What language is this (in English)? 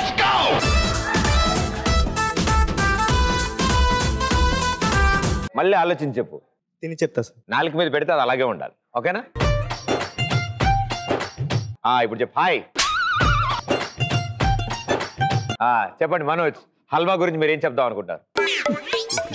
Telugu